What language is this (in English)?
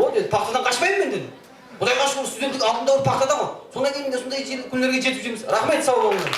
Kara-Kalpak